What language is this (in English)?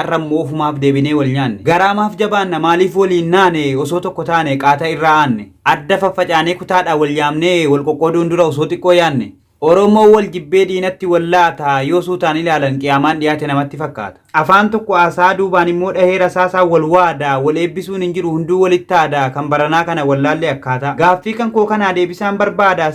Oromo